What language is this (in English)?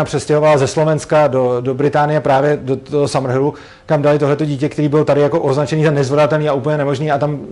Czech